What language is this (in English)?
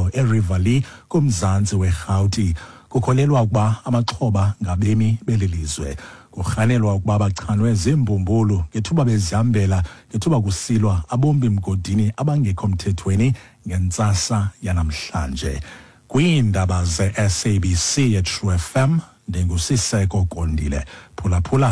Xhosa